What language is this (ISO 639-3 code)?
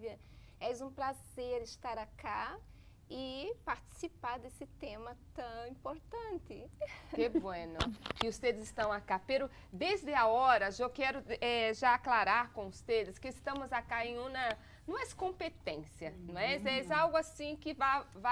por